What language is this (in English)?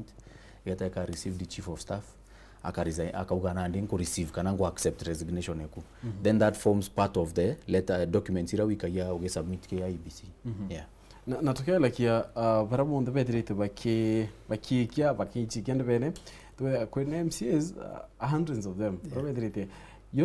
Meru